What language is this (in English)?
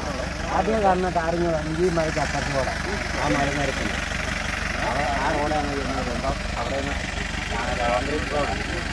Malayalam